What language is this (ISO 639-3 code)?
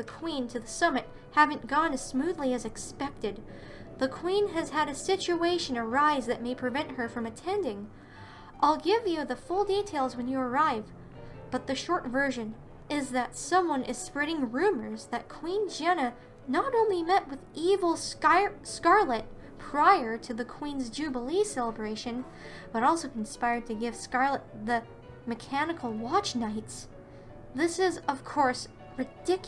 eng